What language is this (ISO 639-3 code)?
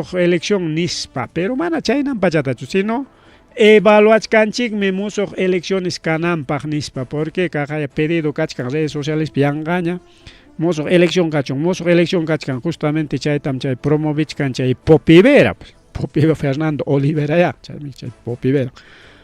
quy